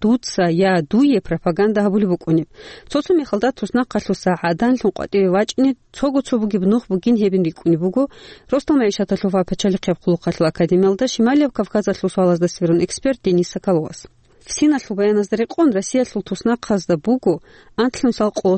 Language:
Avaric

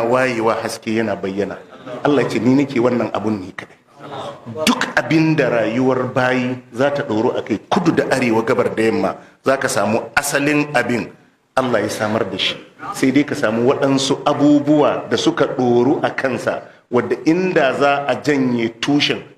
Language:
Hausa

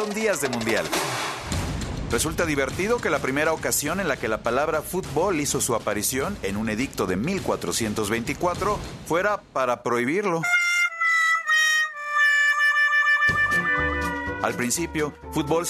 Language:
Spanish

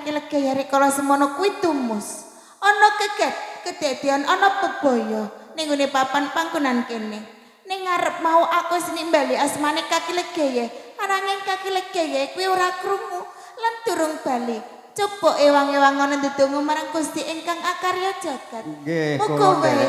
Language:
Javanese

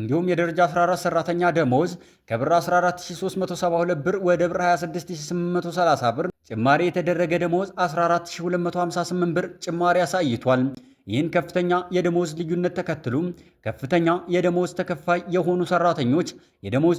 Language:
Amharic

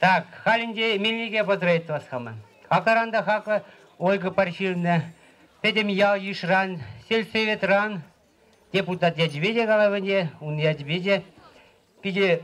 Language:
Chuvash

